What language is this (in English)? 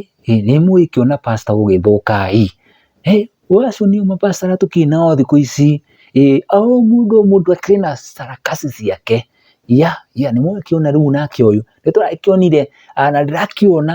Kikuyu